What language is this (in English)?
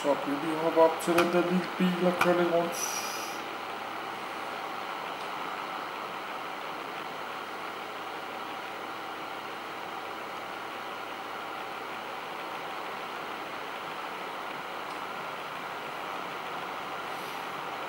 Danish